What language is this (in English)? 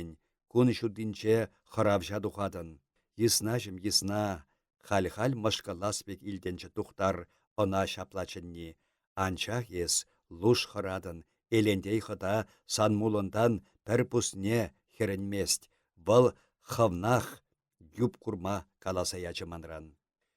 Chuvash